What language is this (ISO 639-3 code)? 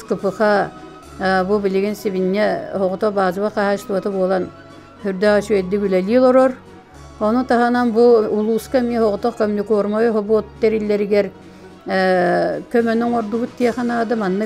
sah